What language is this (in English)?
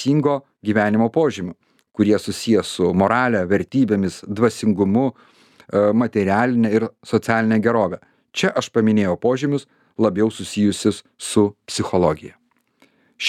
Lithuanian